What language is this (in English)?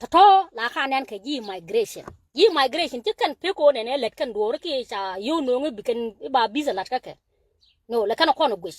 Nuer